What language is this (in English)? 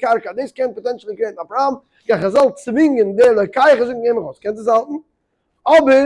Yiddish